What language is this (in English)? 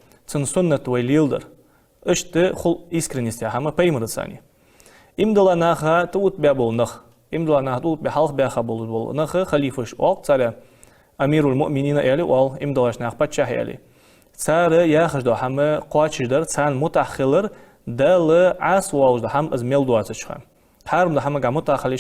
Ingush